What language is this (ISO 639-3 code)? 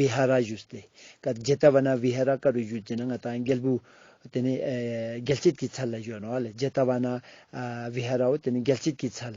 lbj